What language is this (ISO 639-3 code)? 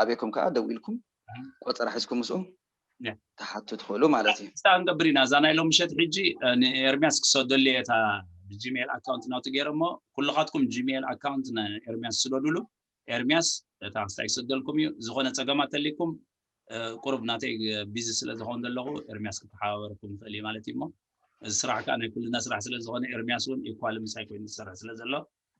tir